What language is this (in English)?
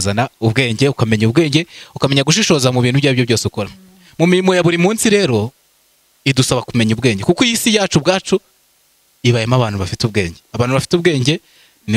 Kinyarwanda